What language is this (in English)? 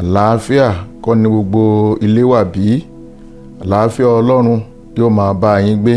Yoruba